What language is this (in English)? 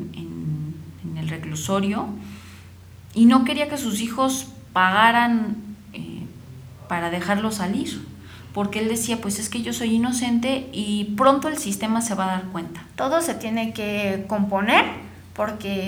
Spanish